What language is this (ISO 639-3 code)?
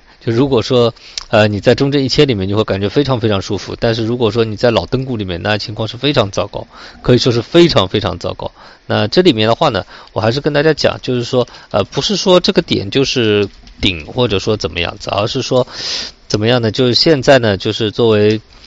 zho